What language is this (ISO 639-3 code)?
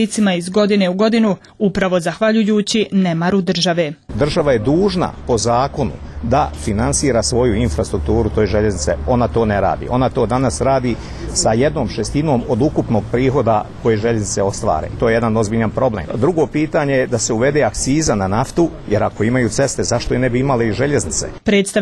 bos